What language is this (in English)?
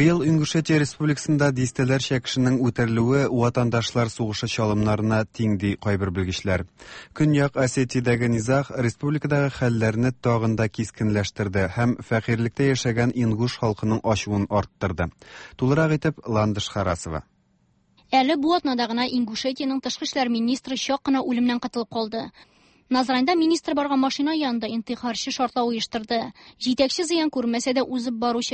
Tatar